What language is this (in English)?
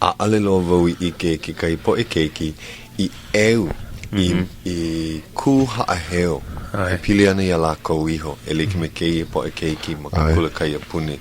Hawaiian